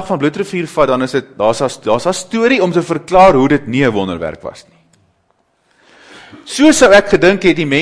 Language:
Afrikaans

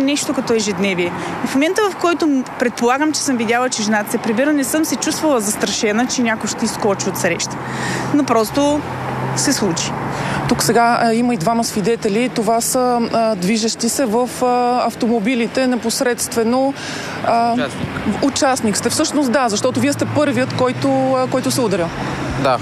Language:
Bulgarian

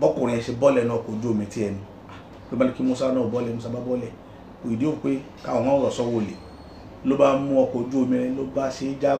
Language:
Yoruba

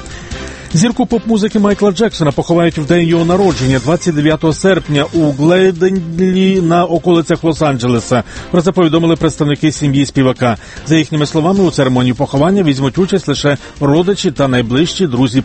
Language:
Ukrainian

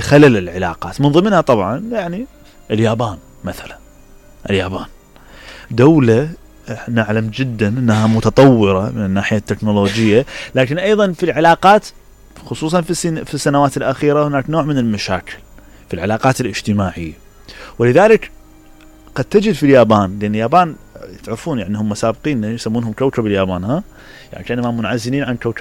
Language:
Mesopotamian Arabic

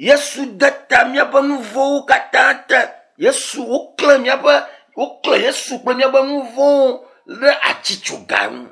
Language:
Ewe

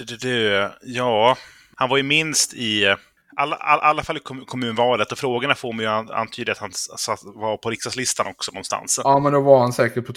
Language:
Swedish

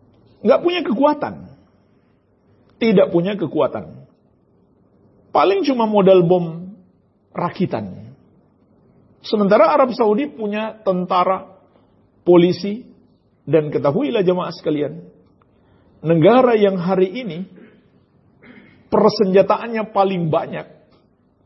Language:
Indonesian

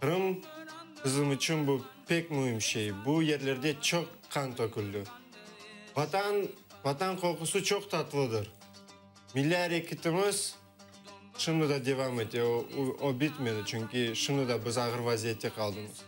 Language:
Crimean Tatar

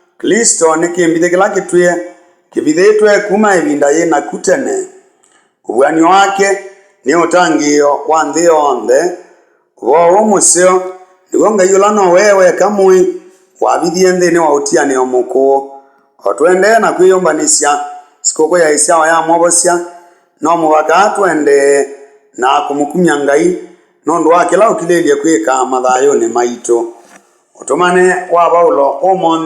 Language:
Kamba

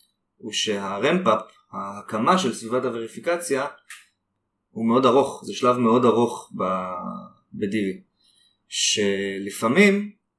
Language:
Hebrew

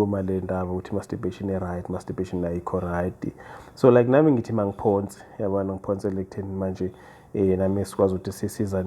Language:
Zulu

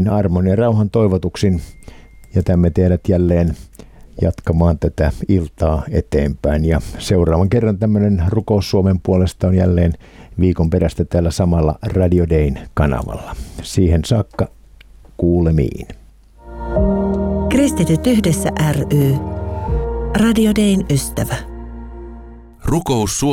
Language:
Finnish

